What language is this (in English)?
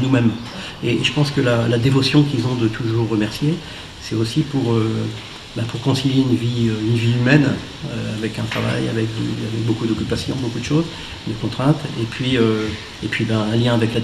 French